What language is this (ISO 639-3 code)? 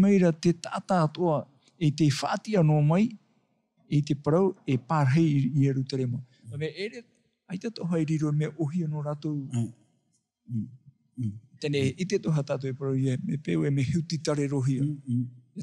tah